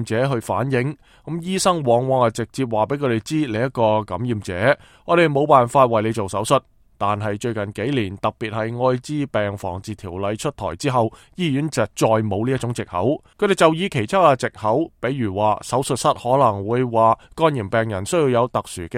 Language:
Cantonese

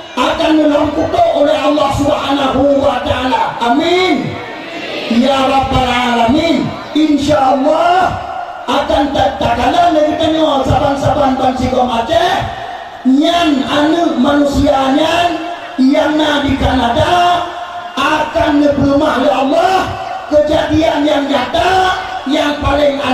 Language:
Achinese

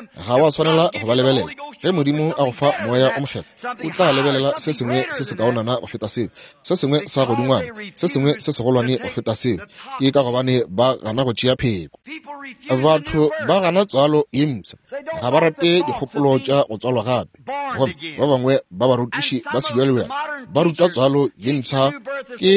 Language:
Northern Sotho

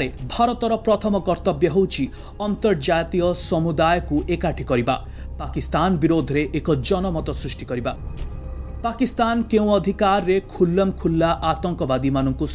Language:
Odia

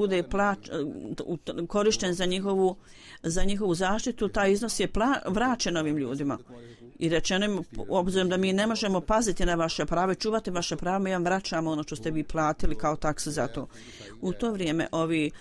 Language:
Bosnian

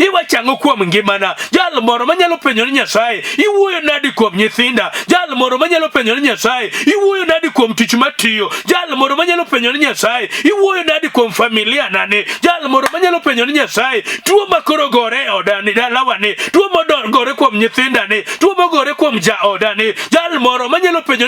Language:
Luo (Kenya and Tanzania)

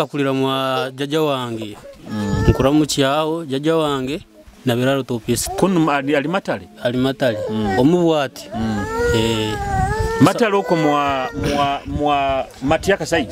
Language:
Nyoro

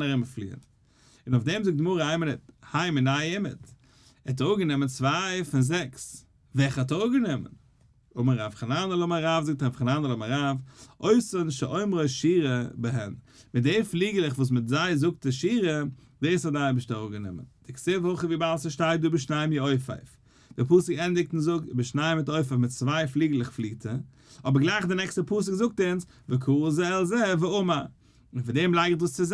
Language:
Yiddish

